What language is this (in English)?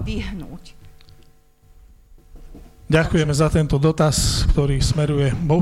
Slovak